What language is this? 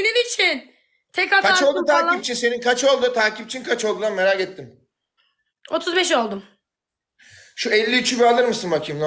Turkish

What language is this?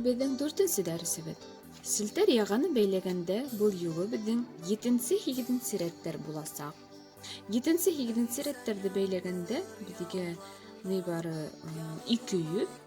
Bashkir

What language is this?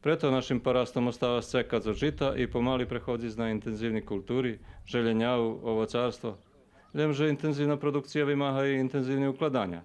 Rusyn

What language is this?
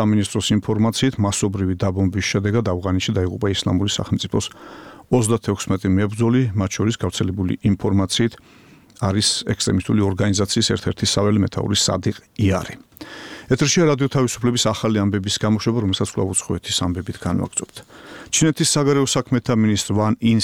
Georgian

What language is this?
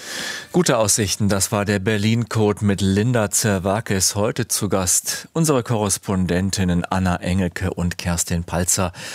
German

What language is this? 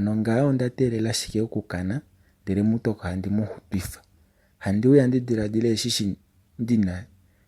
Kuanyama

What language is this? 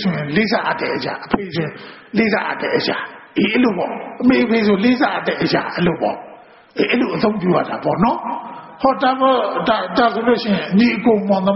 Burmese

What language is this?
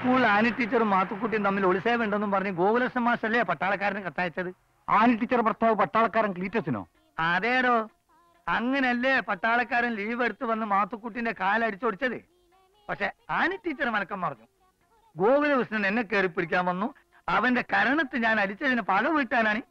Malayalam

